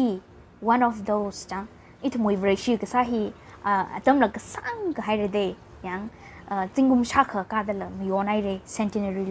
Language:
Tangkhul Naga (India)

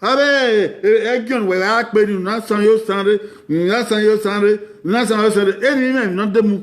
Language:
Bini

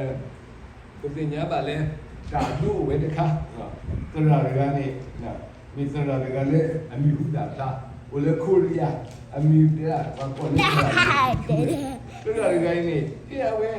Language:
S'gaw Karen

